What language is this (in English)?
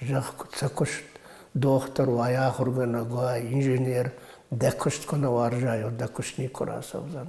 Ossetic